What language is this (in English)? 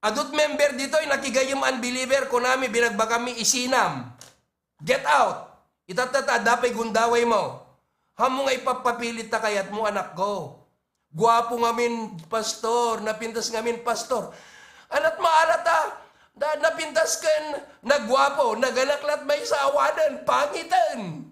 Iloko